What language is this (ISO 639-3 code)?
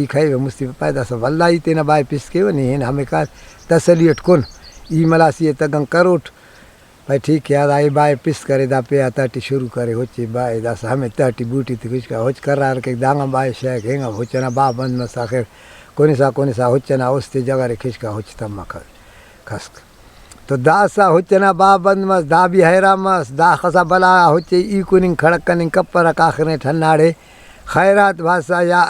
brh